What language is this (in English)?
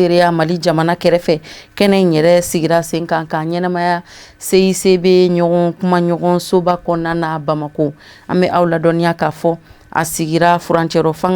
Bambara